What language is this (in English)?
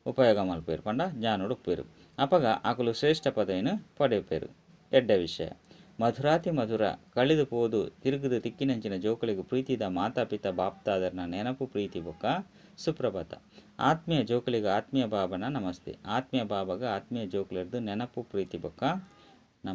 Tulu